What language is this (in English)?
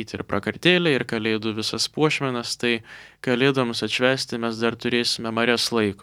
Lithuanian